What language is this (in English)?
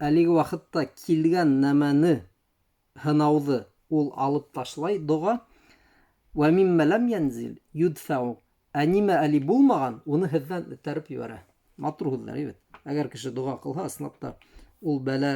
Bashkir